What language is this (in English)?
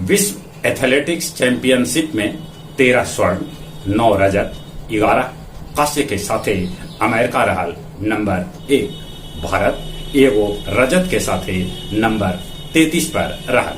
Magahi